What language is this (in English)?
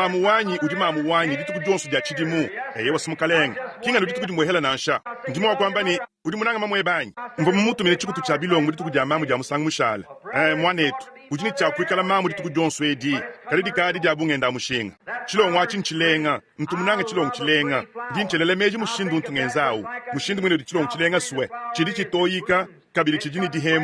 Luba-Lulua